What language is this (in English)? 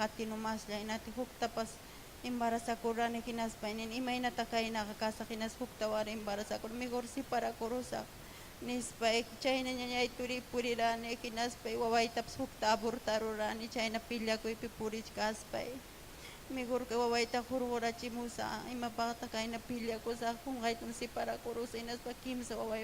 Ayacucho Quechua